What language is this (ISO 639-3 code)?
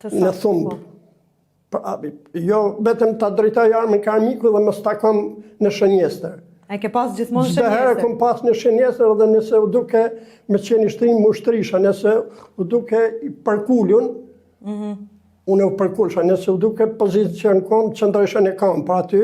sqi